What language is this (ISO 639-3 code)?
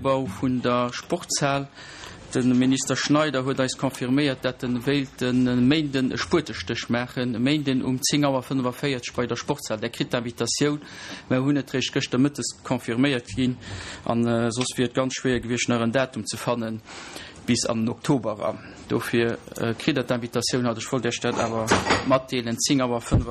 ltz